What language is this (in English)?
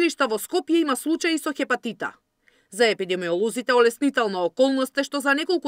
Macedonian